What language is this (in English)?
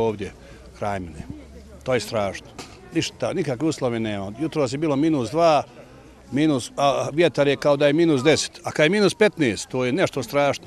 Bosnian